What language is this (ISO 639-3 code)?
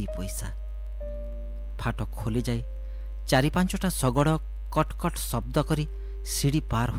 ori